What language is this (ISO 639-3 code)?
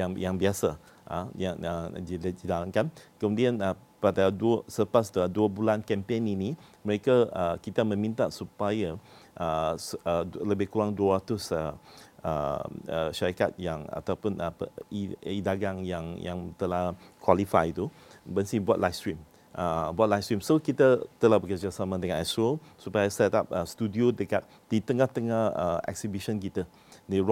msa